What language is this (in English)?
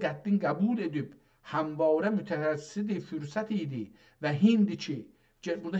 South Azerbaijani